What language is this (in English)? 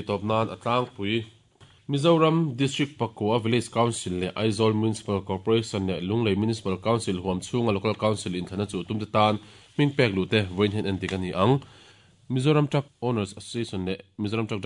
Mizo